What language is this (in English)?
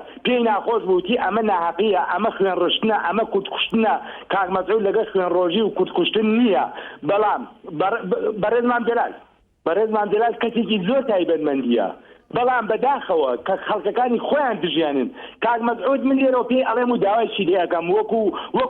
Central Kurdish